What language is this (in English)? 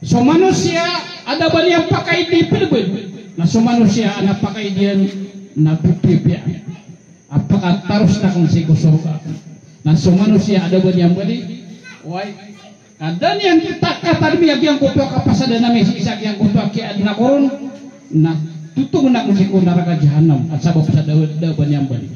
Maranao